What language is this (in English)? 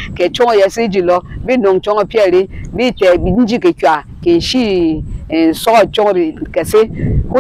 Berom